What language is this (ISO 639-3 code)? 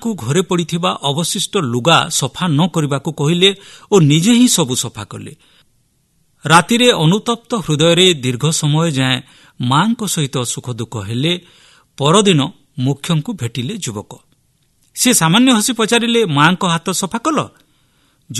ori